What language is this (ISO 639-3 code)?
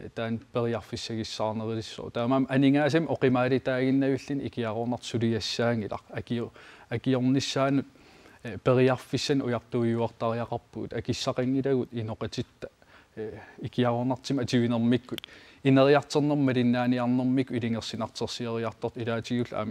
kal